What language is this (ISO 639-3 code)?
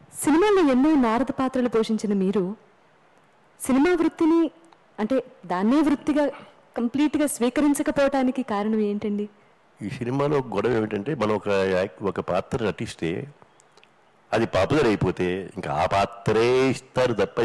tel